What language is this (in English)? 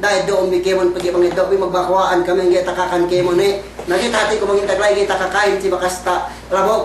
Yakan